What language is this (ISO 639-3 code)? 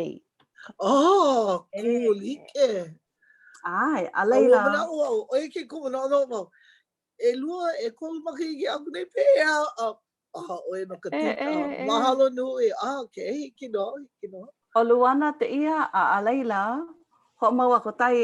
haw